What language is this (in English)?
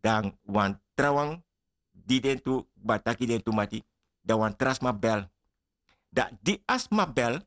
Sranan Tongo